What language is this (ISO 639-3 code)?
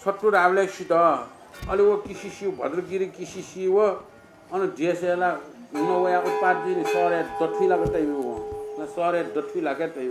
new